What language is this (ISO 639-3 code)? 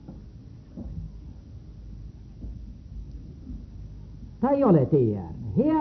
est